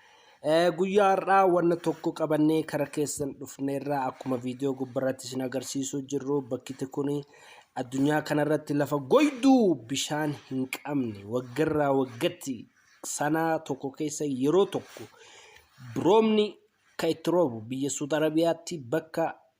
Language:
Oromo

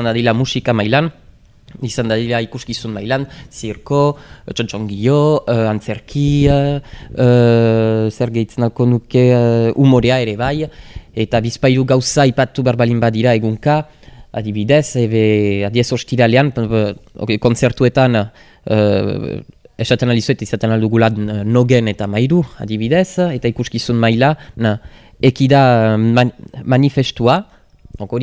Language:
Basque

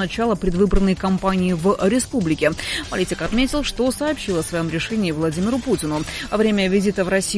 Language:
Russian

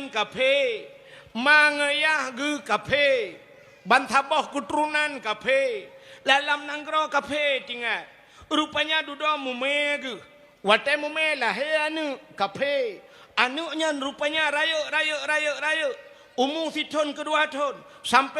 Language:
Achinese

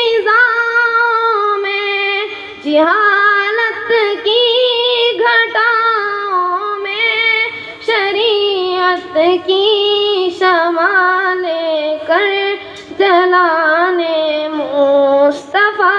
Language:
Urdu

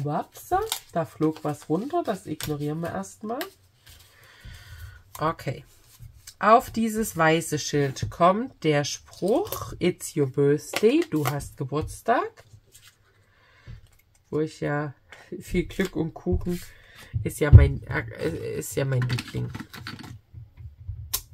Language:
German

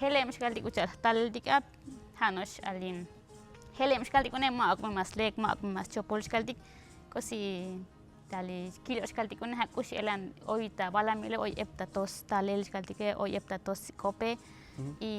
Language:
Tzotzil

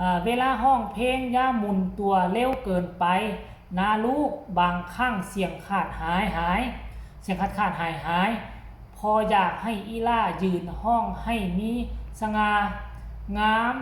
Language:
Lao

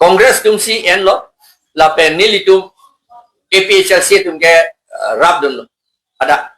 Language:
Karbi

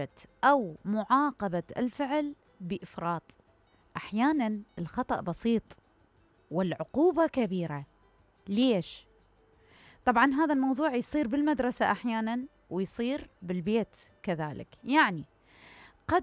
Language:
Mesopotamian Arabic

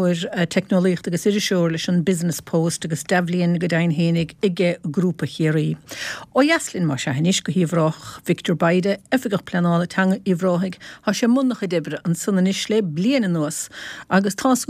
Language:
Irish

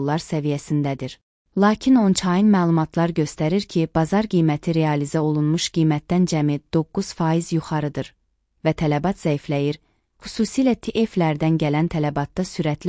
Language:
Azerbaijani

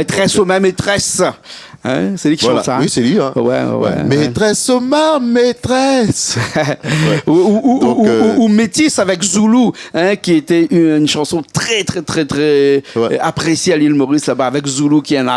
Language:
Réunion Creole French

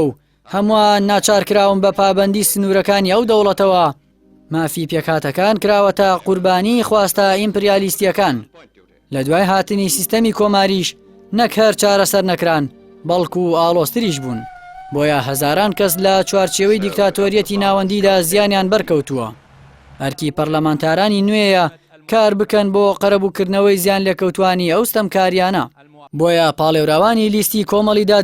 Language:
Central Kurdish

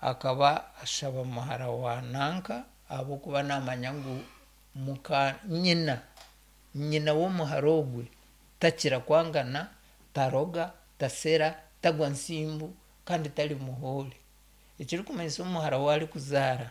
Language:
Nyankole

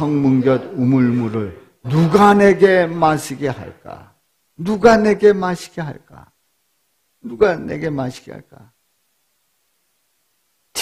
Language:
Korean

